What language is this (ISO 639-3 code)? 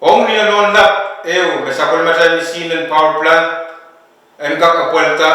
pon